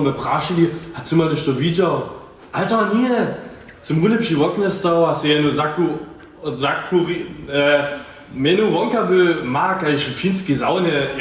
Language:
Upper Sorbian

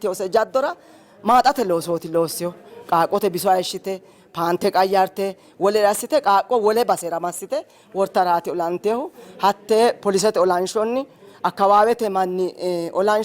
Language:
Sidamo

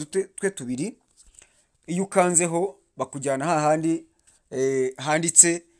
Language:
Kinyarwanda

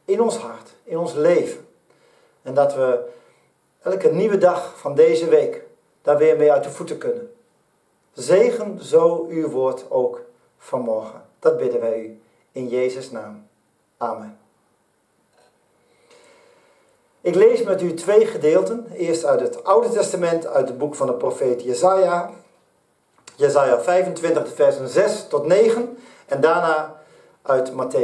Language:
Dutch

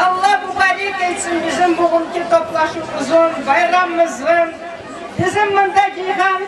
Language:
Crimean Tatar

